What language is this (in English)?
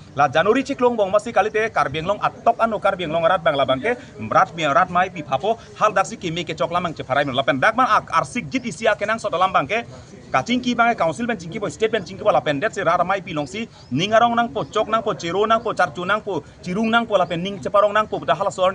Karbi